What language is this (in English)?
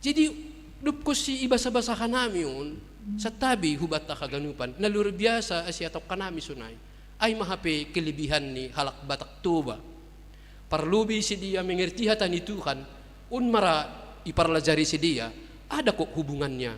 Batak Simalungun